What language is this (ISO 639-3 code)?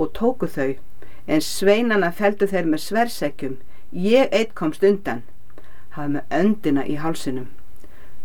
isl